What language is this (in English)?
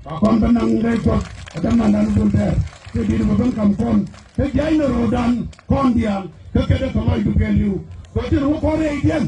Nuer